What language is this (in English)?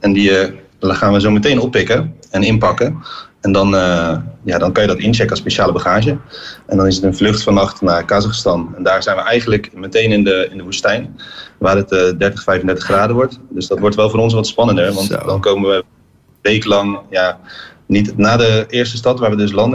Dutch